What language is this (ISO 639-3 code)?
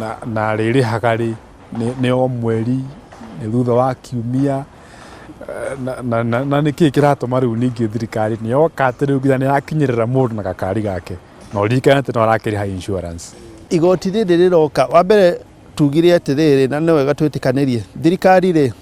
kik